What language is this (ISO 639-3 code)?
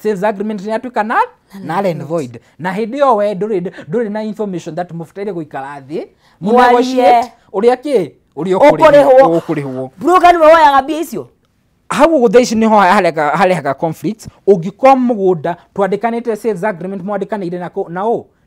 kik